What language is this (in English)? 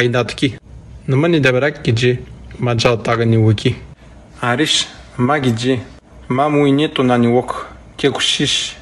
Atikamekw